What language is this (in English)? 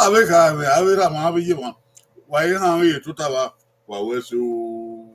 Bini